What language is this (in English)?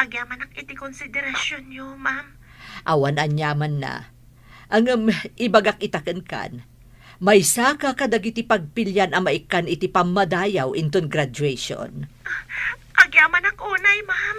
Iloko